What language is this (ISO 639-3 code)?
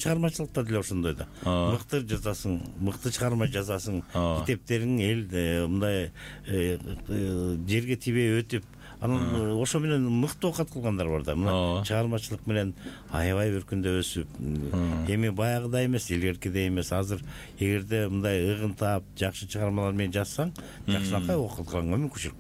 kir